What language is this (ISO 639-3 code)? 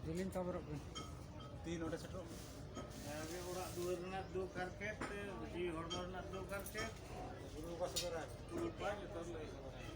sat